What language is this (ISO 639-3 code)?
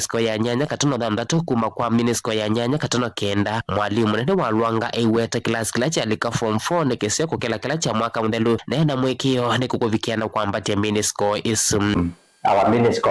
kam